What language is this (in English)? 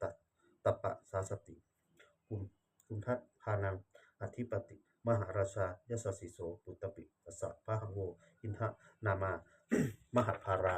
Pali